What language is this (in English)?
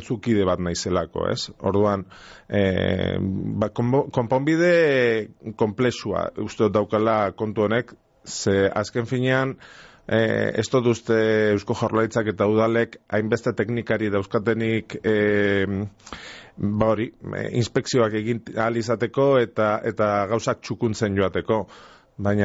Basque